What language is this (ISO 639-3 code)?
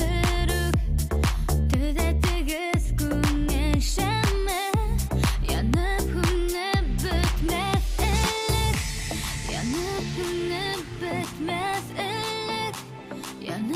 bak